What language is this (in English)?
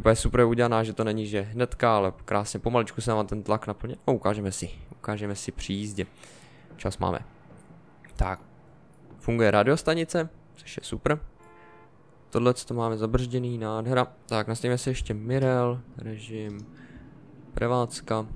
Czech